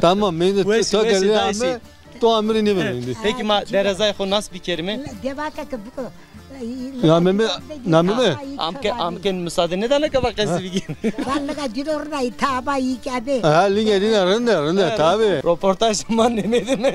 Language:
Zaza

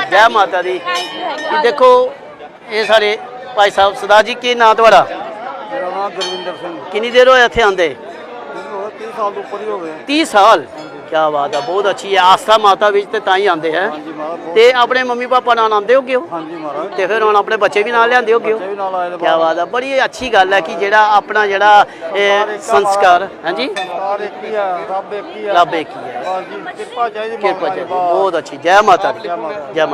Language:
Dogri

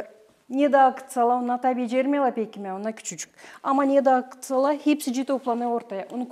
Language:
Gagauz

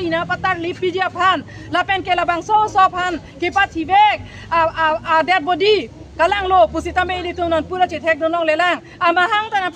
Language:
Karbi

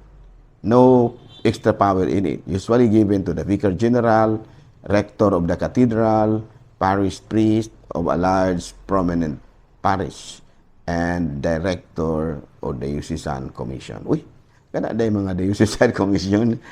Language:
Cebuano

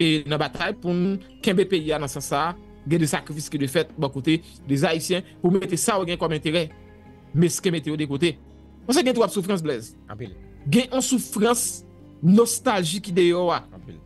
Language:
Haitian Creole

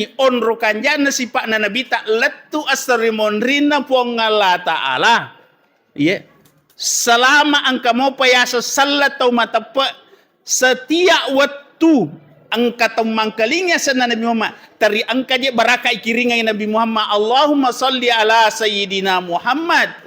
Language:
Buginese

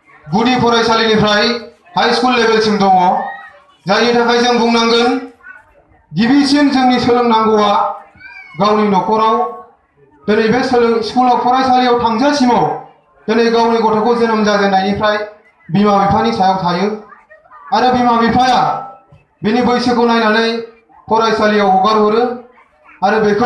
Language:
Bodo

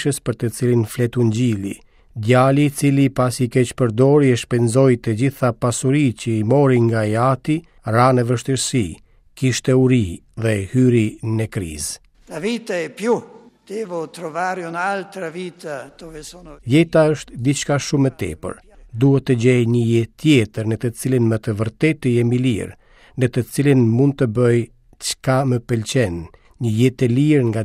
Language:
Albanian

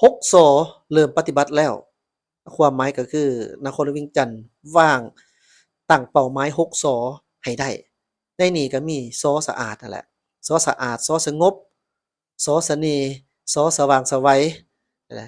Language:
Lao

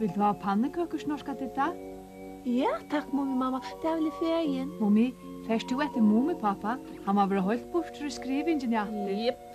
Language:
Faroese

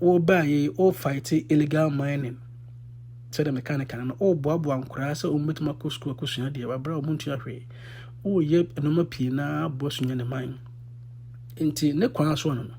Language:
Akan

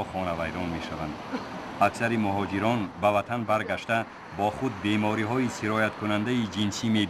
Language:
Tajik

